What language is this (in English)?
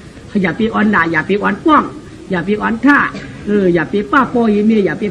Shan